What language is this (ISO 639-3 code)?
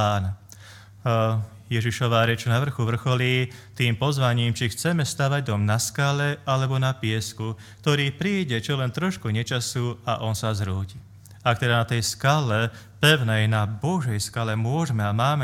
slk